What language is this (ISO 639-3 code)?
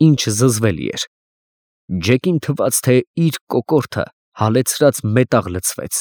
hye